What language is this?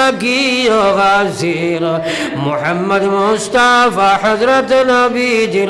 Sylheti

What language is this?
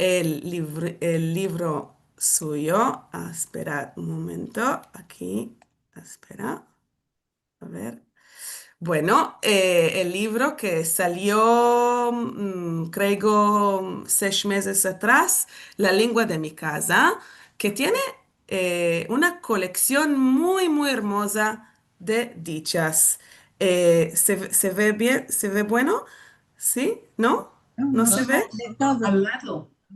Ladino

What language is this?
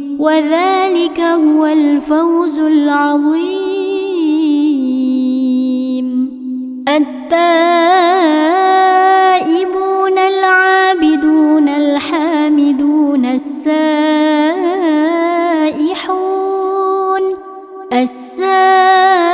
Arabic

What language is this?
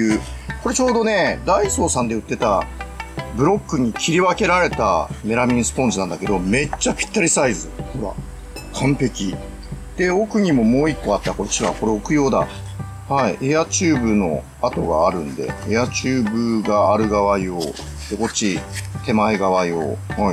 Japanese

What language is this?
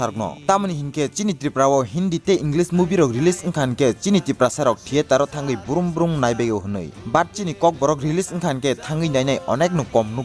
Kok Borok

